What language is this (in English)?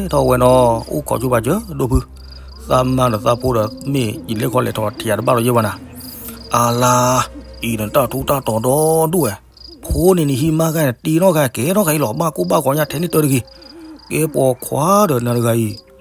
S'gaw Karen